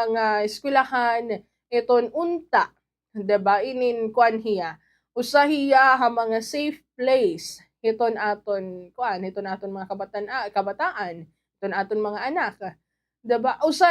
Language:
Waray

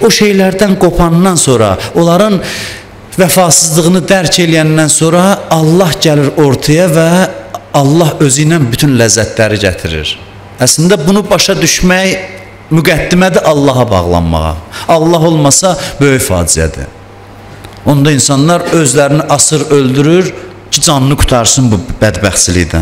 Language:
Azerbaijani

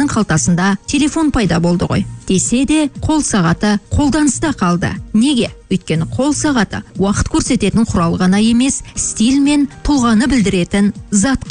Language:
Kazakh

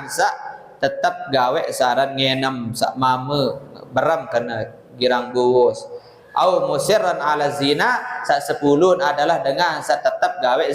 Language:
Sasak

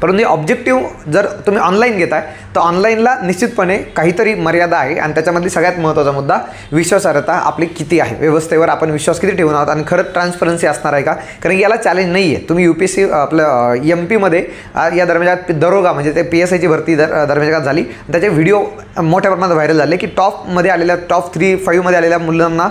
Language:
Marathi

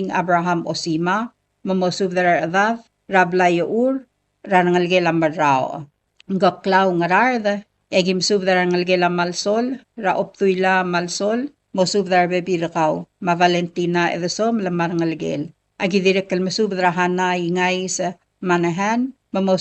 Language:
Palauan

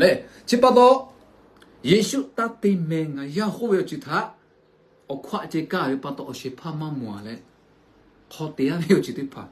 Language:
Lahu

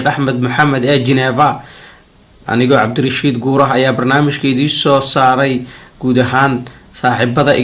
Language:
Somali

